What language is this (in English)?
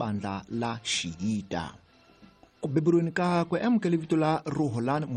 Tsonga